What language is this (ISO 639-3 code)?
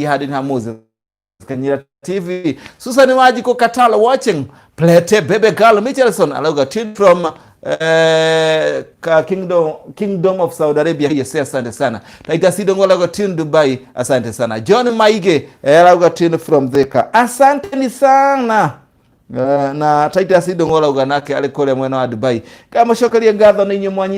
kik